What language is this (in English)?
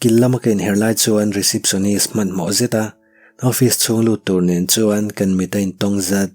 Mizo